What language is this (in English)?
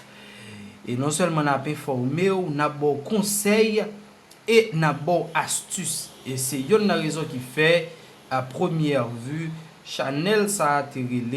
Haitian Creole